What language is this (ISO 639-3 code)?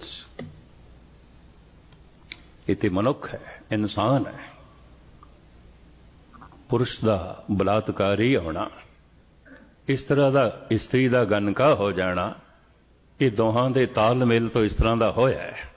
pan